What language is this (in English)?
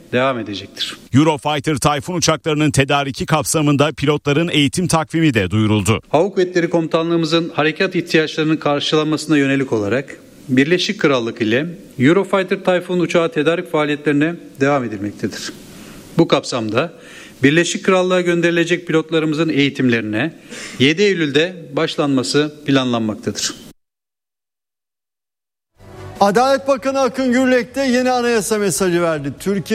Turkish